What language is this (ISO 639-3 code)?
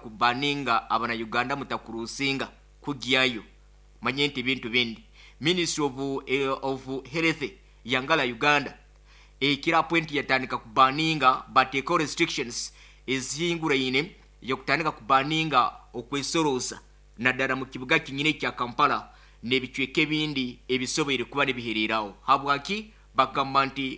nyo